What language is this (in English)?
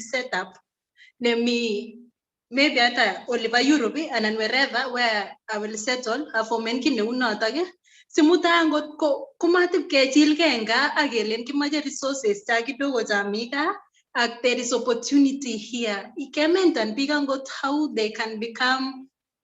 Kalenjin